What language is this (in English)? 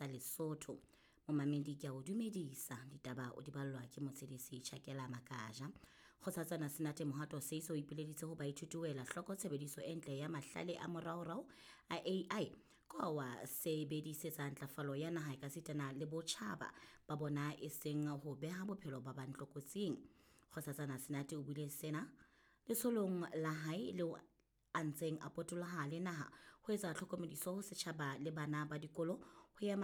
Southern Sotho